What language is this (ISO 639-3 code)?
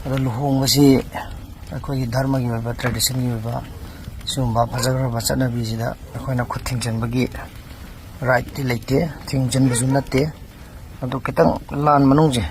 mni